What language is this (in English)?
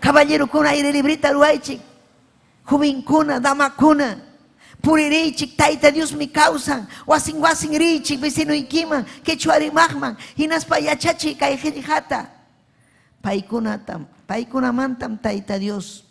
Ayacucho Quechua